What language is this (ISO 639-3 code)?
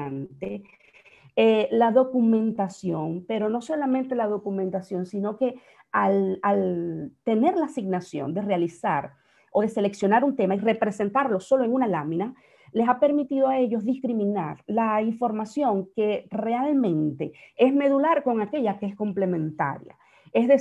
spa